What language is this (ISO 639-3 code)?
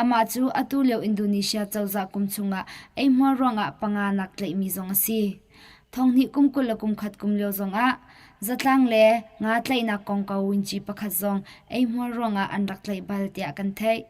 cnh